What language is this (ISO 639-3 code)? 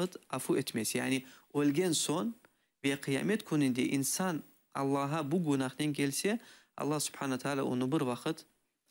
crh